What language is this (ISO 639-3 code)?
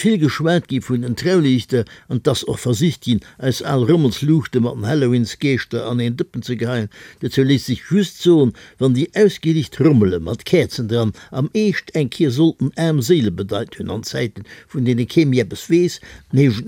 ltz